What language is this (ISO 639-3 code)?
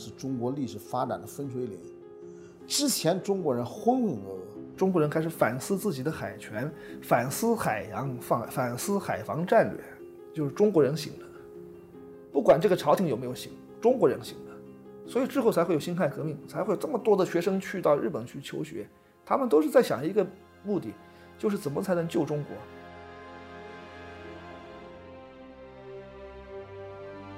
zho